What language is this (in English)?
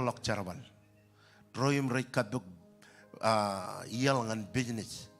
Marshallese